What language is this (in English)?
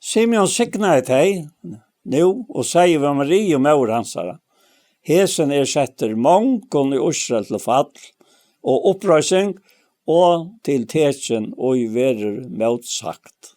Faroese